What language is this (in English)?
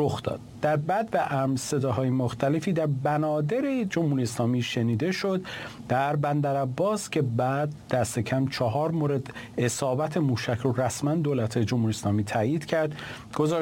Persian